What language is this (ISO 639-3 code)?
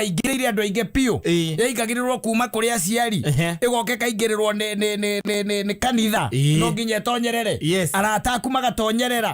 kik